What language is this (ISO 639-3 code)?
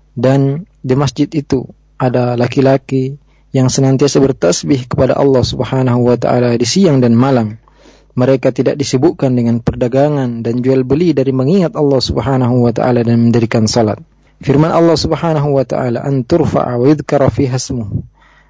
ind